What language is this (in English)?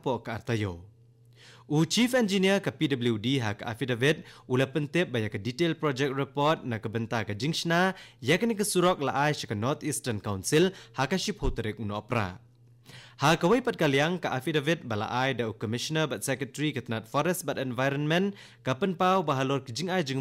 Khasi